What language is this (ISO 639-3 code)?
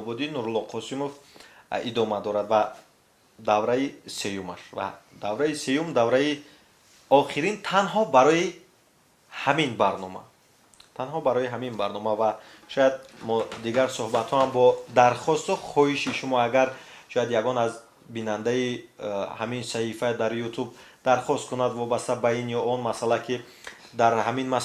tgk